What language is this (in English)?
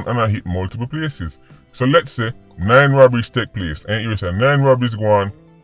Jamaican Creole English